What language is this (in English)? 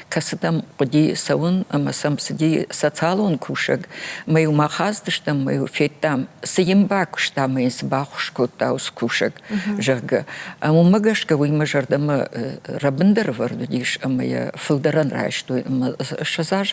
Ossetic